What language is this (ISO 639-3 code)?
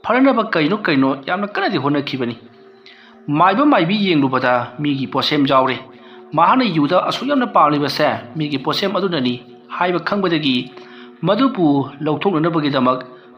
mni